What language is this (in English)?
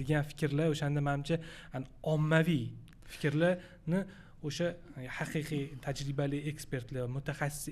Uzbek